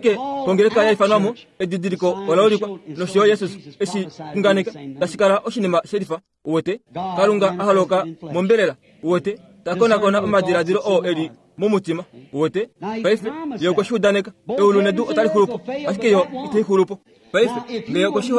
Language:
Kuanyama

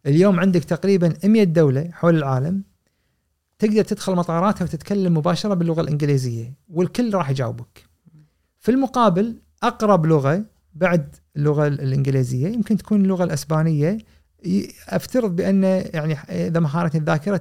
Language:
Gulf Arabic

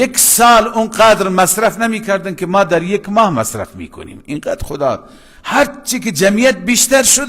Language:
Persian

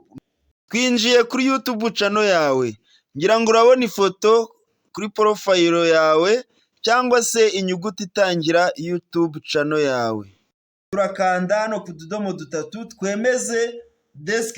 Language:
Kinyarwanda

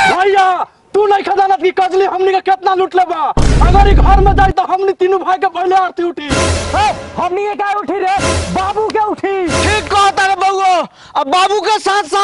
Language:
Bhojpuri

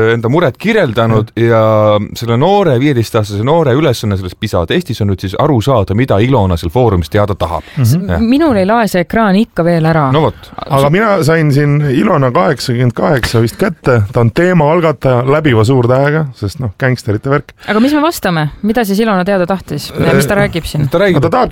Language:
Estonian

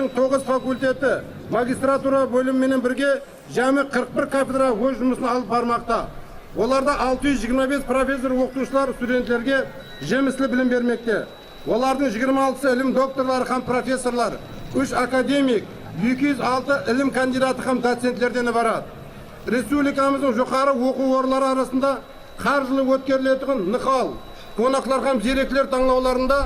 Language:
Kara-Kalpak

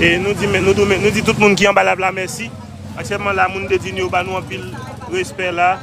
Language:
Haitian Creole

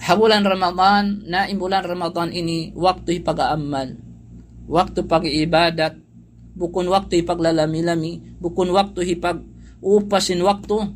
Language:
Tausug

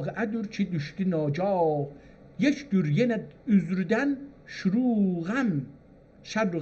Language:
South Azerbaijani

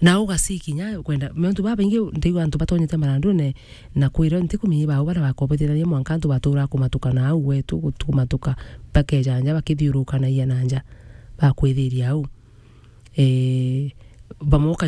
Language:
Meru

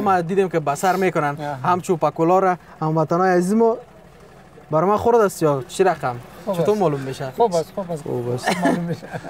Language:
Persian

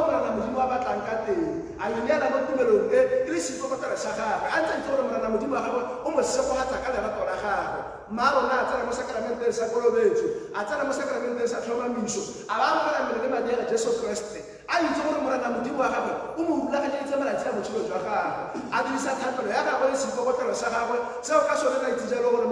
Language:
Tswana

